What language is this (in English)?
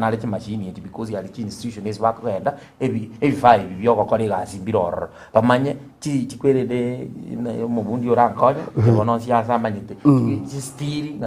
Gusii